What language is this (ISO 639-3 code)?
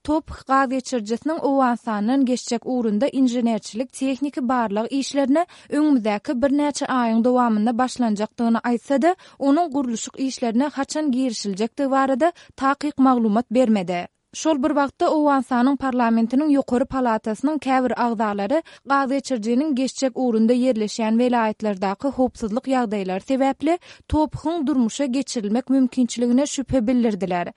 tuk